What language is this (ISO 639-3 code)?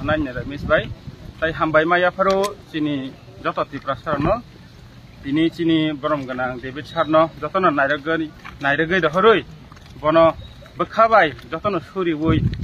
trp